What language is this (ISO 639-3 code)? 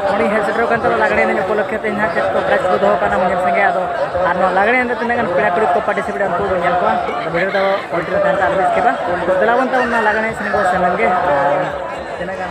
sat